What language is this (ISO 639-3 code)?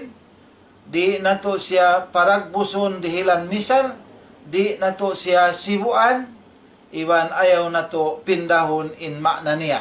tsg